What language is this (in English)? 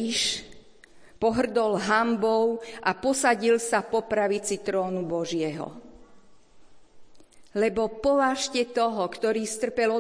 Slovak